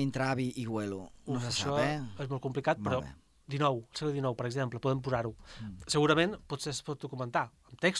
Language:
Catalan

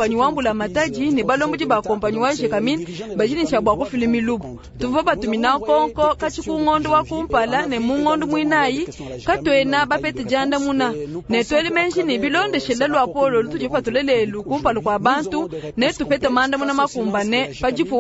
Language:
Luba-Lulua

